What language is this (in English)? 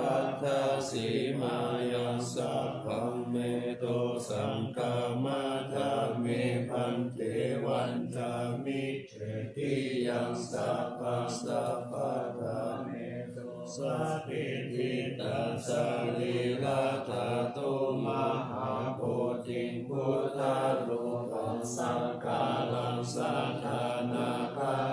Pali